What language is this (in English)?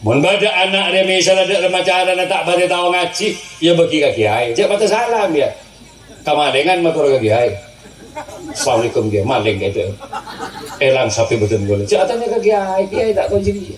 Madurese